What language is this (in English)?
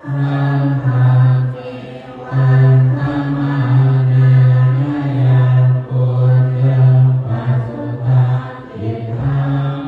Pali